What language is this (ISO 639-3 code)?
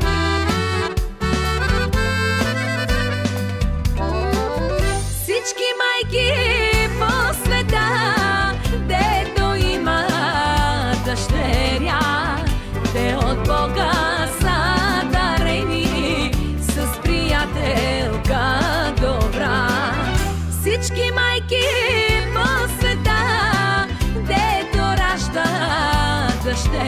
bul